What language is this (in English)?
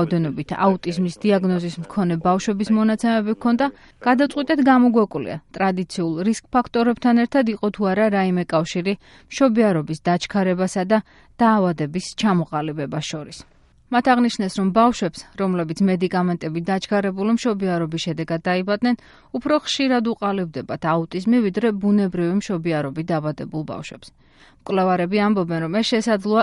Georgian